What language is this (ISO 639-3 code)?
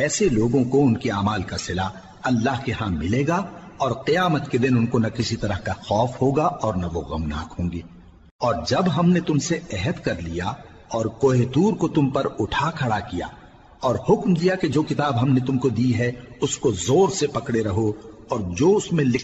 urd